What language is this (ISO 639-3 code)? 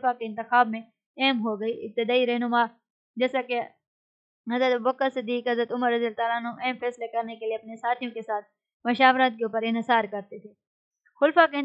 urd